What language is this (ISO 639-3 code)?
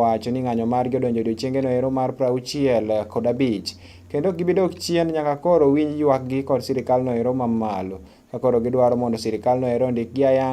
luo